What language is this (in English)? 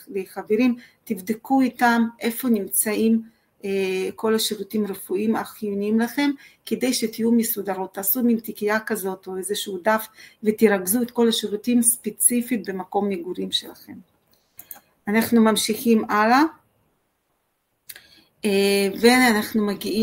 Hebrew